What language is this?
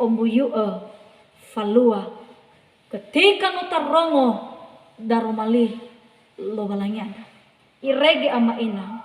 Nias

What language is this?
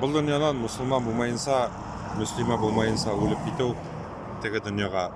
Bashkir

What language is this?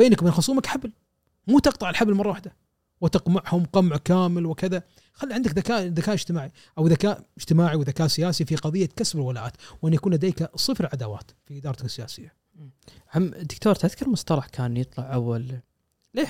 Gulf Arabic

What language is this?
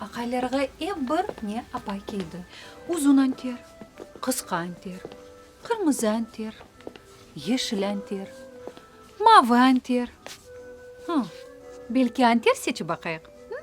Crimean Tatar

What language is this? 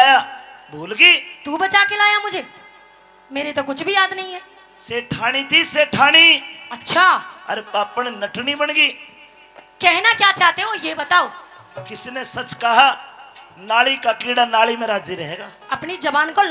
Haryanvi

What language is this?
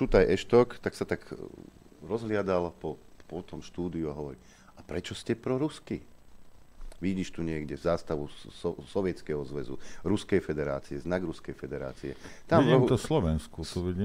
Slovak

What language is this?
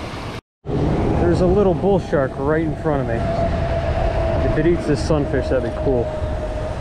English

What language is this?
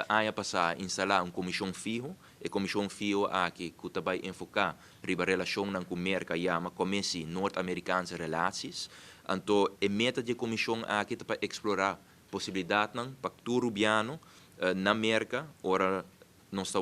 Papiamento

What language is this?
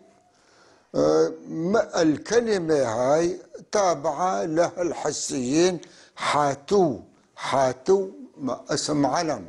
North Levantine Arabic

